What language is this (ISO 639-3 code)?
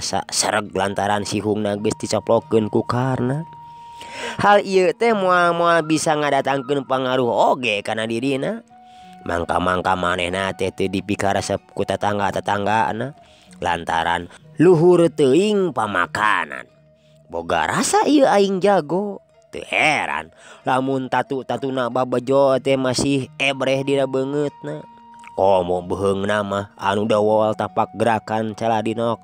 sun